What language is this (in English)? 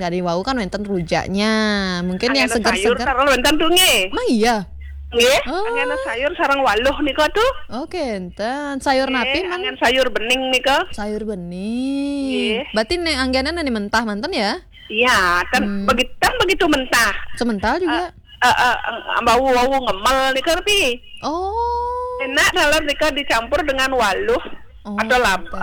Balinese